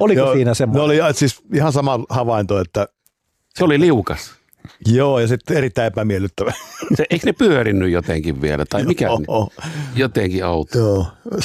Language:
Finnish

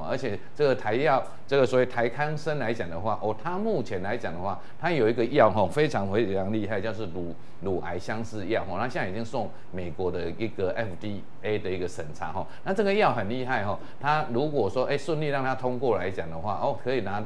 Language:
Chinese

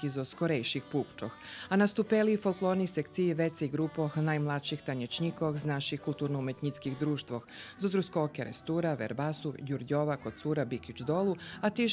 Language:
Rusyn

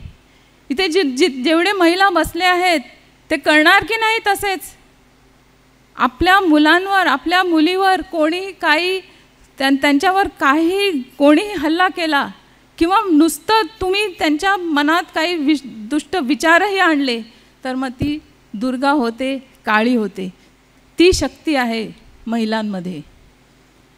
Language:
Marathi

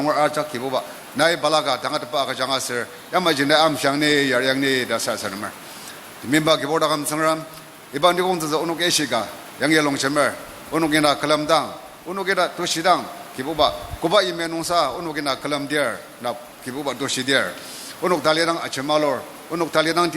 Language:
Ao Naga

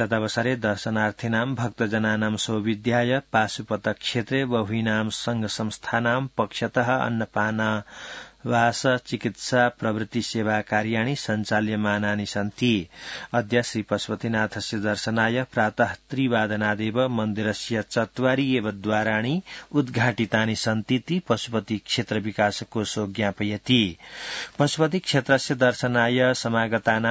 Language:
Sanskrit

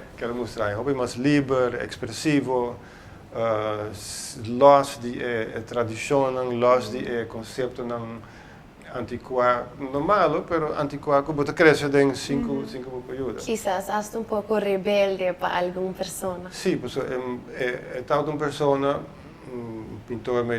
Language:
Papiamento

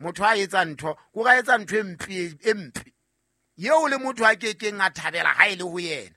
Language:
Southern Sotho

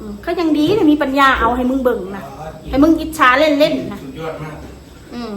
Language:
Northeastern Thai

